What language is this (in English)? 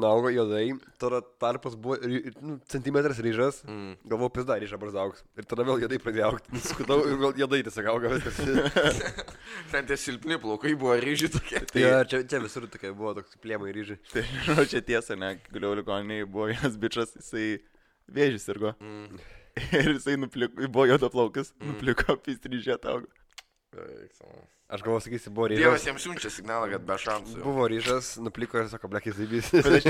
Lithuanian